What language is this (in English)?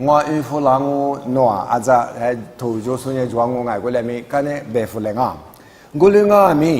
Lisu